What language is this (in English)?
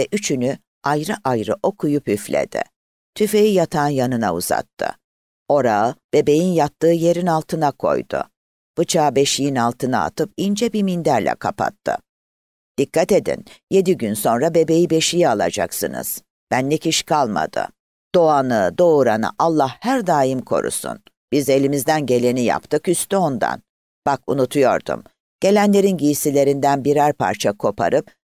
Turkish